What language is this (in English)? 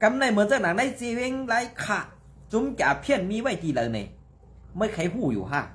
Shan